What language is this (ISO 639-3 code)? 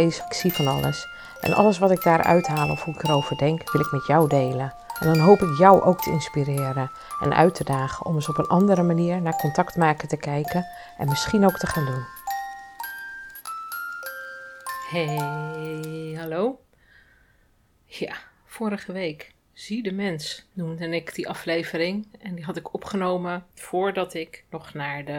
nld